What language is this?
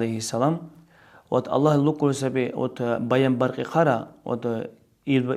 Dargwa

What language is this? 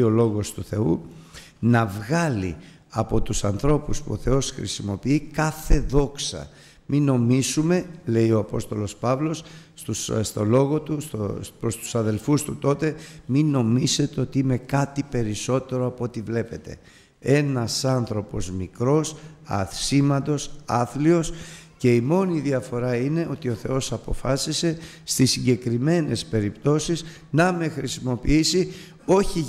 Greek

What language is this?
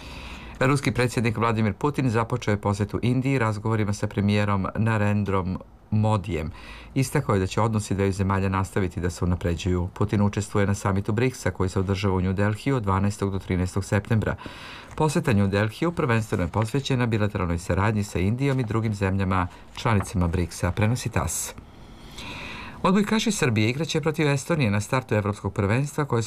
Serbian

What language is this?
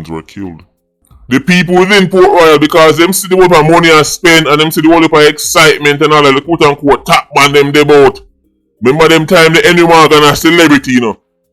Jamaican Creole English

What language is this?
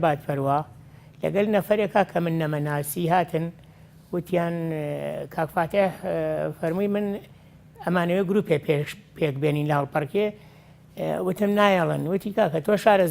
Central Kurdish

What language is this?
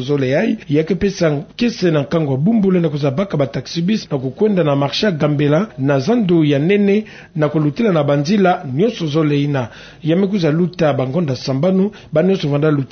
Kituba (Democratic Republic of Congo)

